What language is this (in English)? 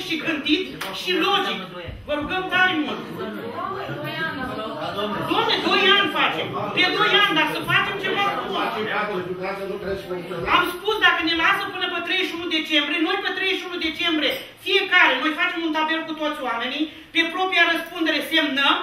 Romanian